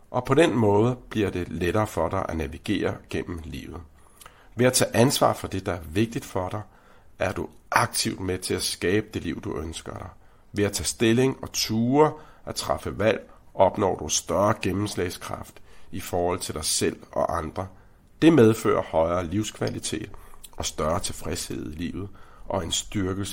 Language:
Danish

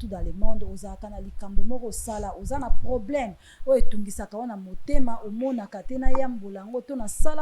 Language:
Lingala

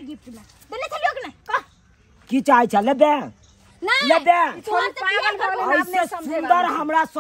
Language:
Maithili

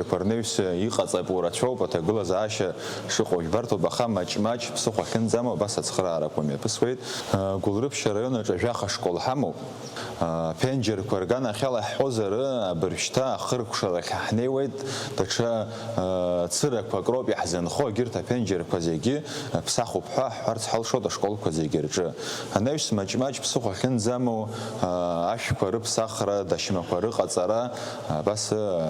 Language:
Abkhazian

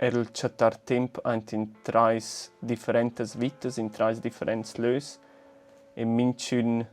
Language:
Romansh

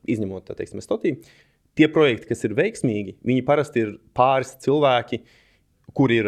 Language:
Latvian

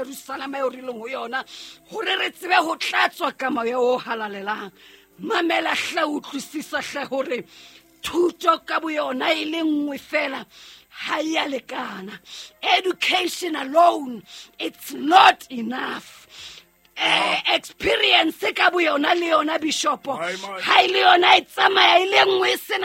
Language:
Southern Sotho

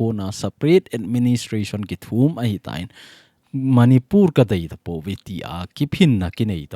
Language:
Thado Chin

